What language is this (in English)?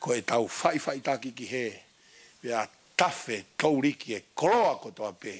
Tongan